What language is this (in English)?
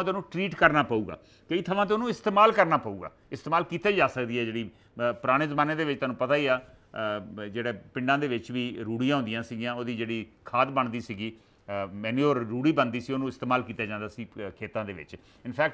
Punjabi